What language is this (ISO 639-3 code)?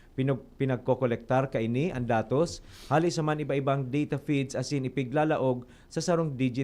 bik